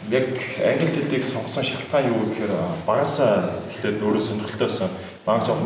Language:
Mongolian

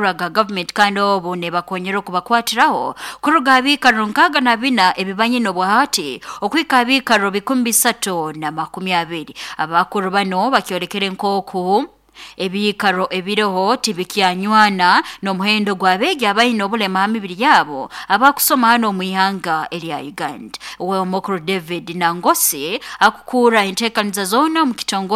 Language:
Nyoro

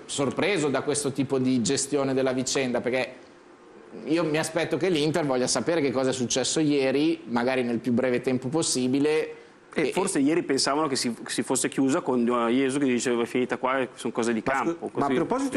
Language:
Italian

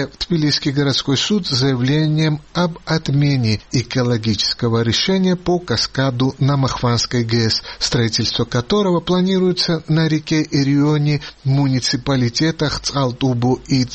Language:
Russian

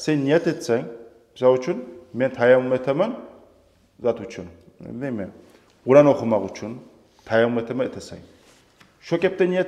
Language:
Kumyk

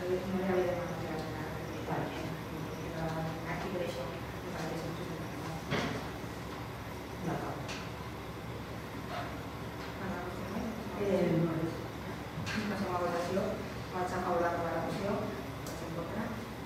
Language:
Catalan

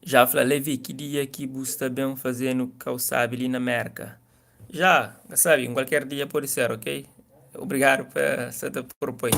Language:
Kabuverdianu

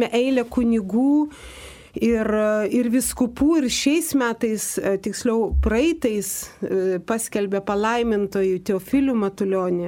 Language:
Lithuanian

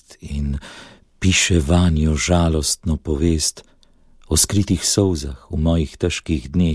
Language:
Slovenian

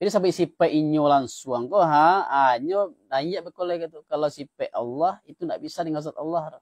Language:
Minangkabau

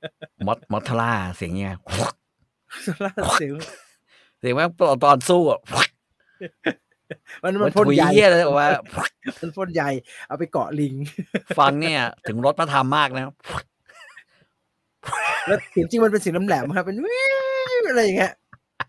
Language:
Thai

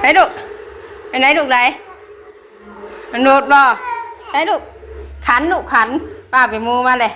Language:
Northeastern Thai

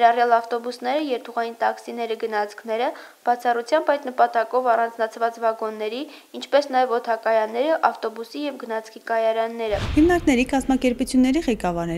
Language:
Armenian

